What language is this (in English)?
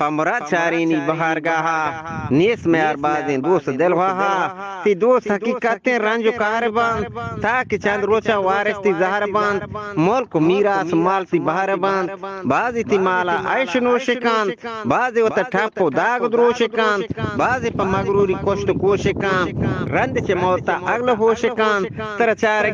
Eastern Balochi